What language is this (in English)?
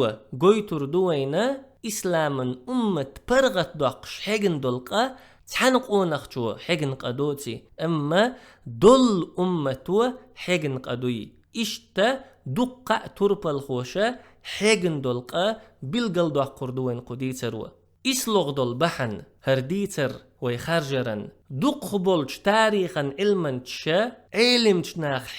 Chechen